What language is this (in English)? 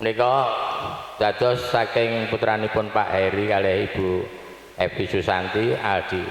Javanese